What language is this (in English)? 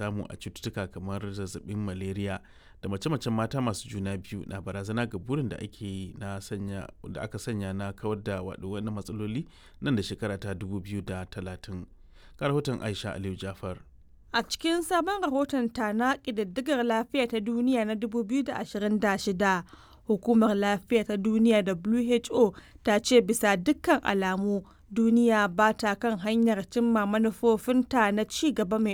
Hausa